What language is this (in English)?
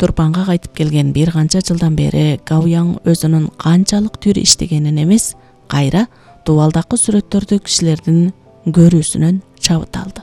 Kyrgyz